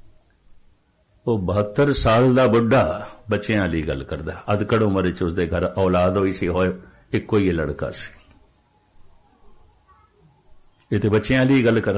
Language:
Punjabi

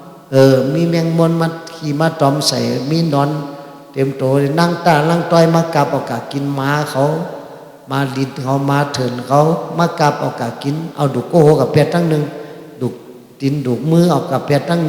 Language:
Shan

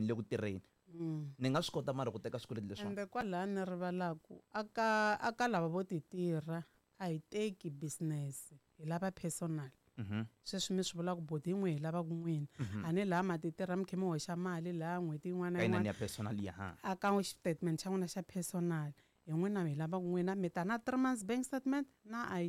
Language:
Tsonga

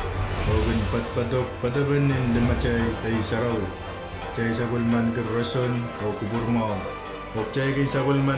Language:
Pohnpeian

